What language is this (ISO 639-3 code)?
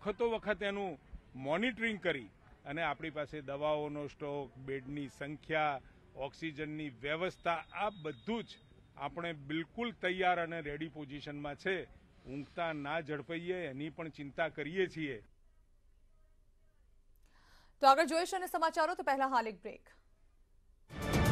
guj